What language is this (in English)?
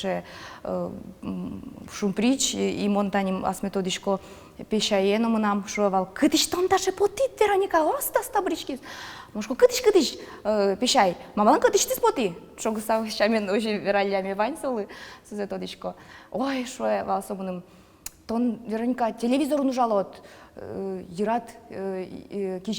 Udmurt